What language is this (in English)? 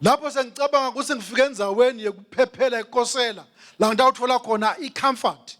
Swati